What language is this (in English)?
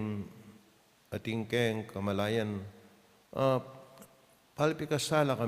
Pampanga